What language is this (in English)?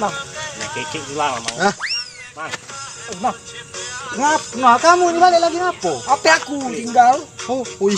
Musi